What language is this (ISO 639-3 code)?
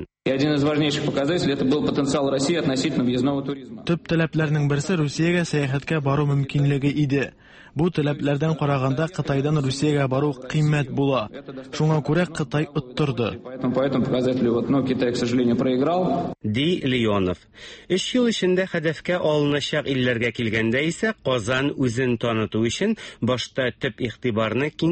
tat